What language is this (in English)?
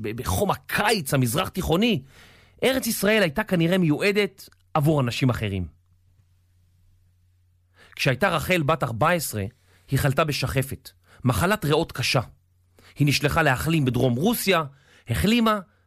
Hebrew